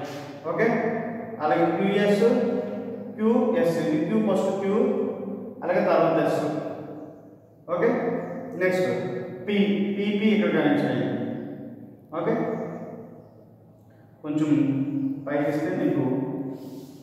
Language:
Telugu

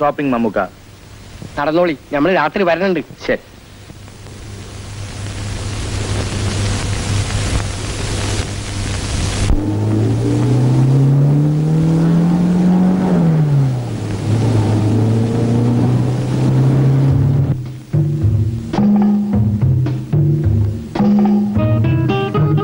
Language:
Malayalam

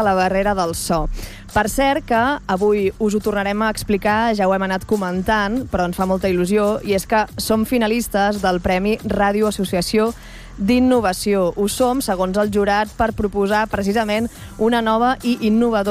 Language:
Catalan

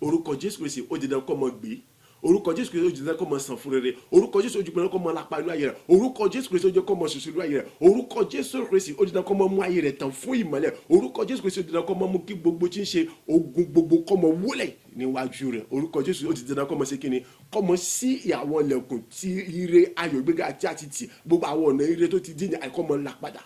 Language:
Yoruba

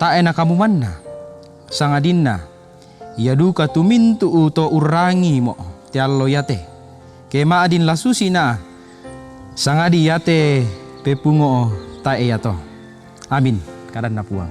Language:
Toraja-Sa'dan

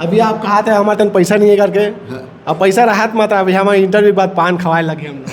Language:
Chhattisgarhi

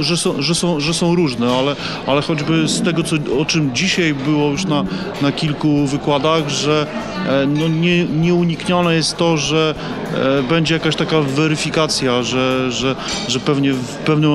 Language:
Polish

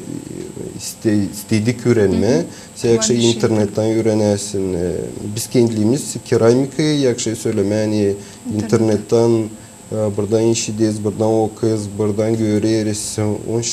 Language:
Gagauz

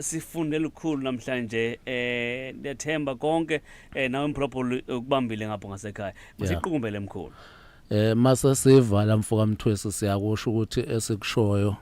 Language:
Zulu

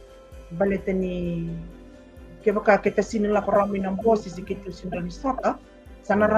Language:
Fijian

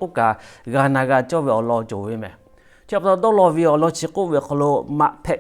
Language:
Lahu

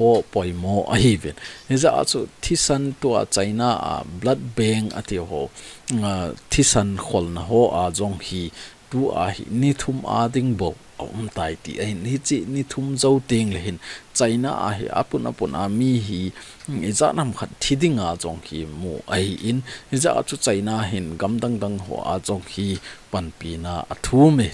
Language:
Thado Chin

